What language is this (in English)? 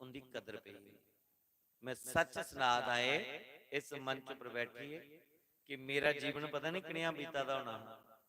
Dogri